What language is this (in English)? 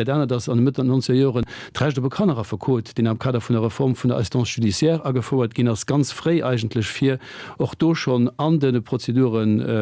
Luxembourgish